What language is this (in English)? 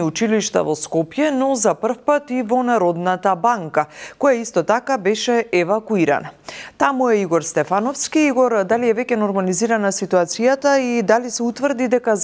Macedonian